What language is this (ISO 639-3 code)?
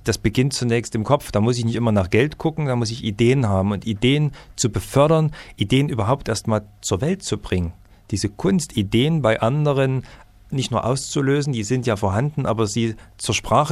deu